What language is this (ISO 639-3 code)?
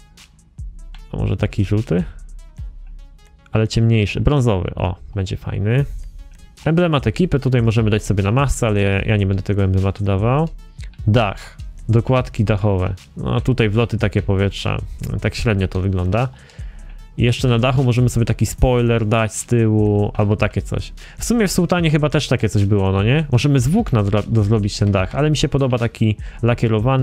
pol